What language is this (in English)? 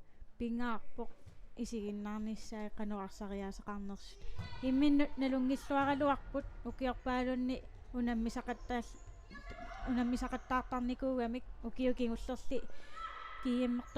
Kalaallisut